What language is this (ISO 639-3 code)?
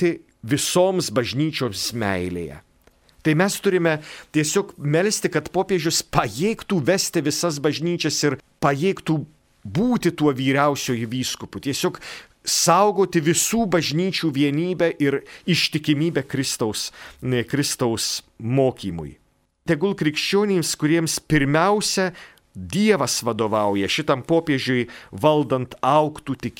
lit